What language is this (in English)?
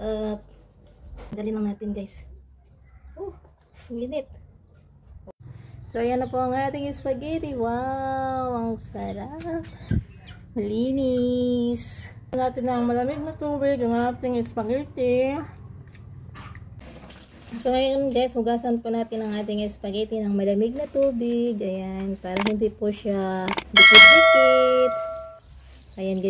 Filipino